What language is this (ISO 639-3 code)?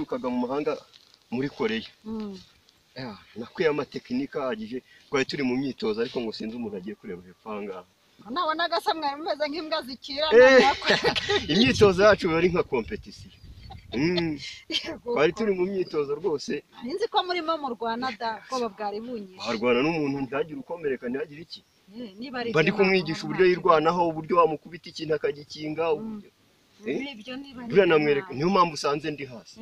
kin